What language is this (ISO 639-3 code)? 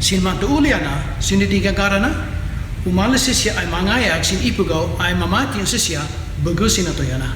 kne